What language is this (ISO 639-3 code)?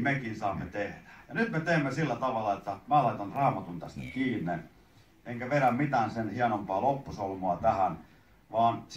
fin